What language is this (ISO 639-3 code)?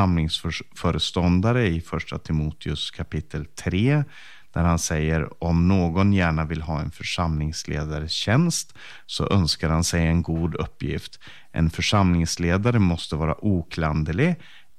swe